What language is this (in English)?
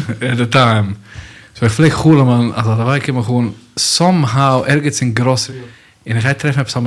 Yiddish